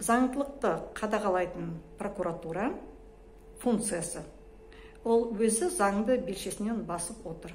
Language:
Kazakh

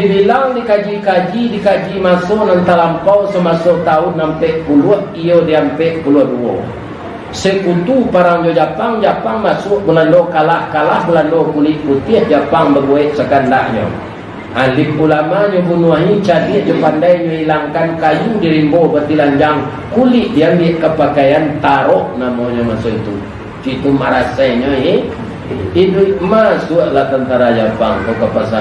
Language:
Minangkabau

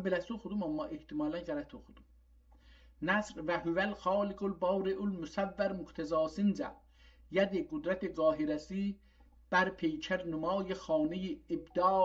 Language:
South Azerbaijani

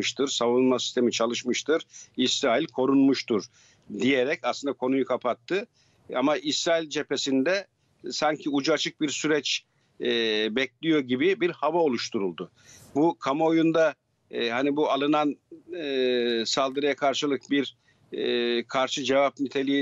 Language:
Turkish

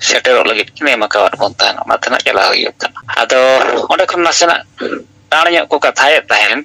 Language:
Santali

